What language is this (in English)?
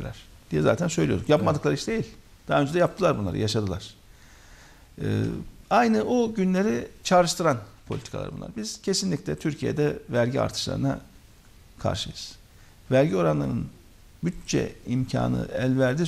Turkish